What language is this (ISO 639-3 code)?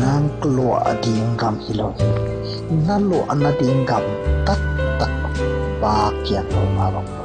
ctd